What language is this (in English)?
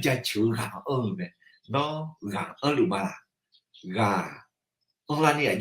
Akha